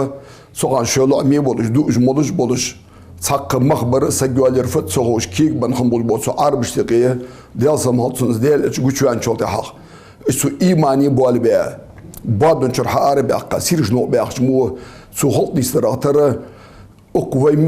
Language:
Ingush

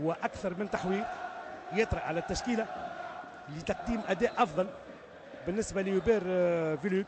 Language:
Tunisian Arabic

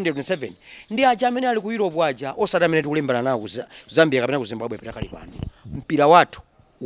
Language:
Nyanja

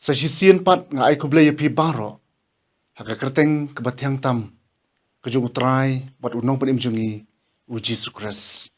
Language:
Khasi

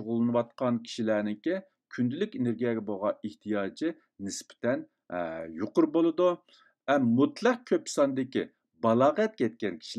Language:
Uyghur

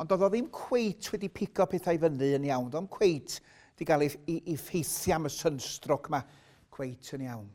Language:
Welsh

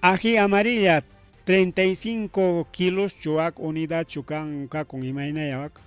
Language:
Ayacucho Quechua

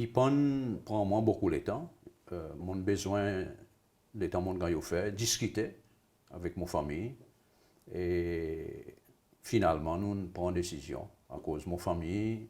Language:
Seselwa Creole French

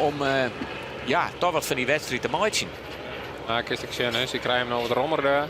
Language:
Western Frisian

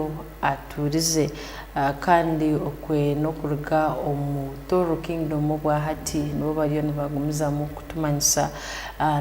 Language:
Tooro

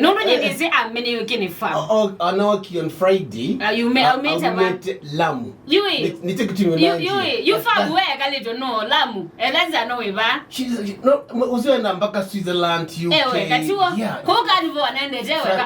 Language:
Kamba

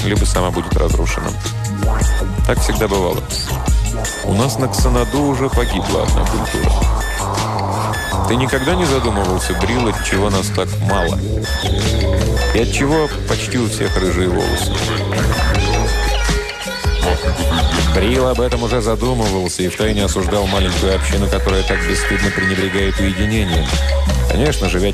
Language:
Russian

